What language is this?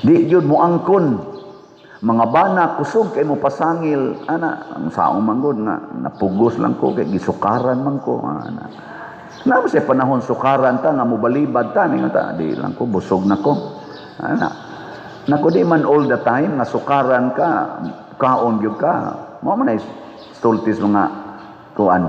Cebuano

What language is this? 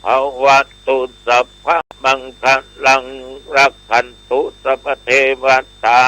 Pali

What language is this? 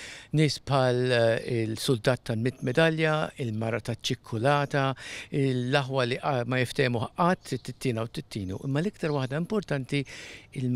Maltese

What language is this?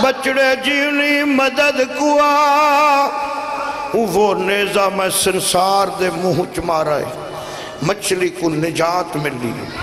Saraiki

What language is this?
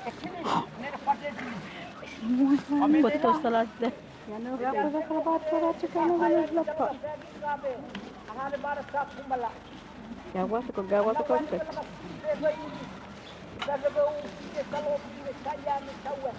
Dehu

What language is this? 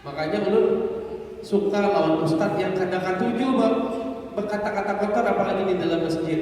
Banjar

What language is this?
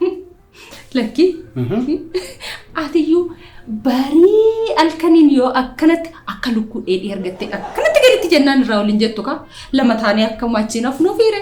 Oromo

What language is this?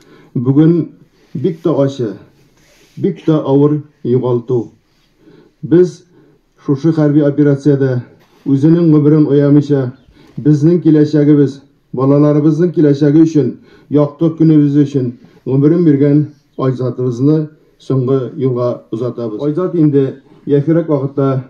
Tatar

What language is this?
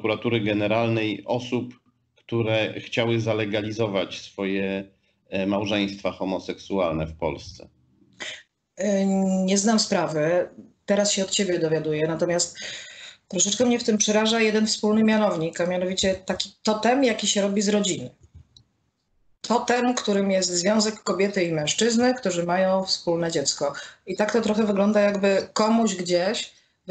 Polish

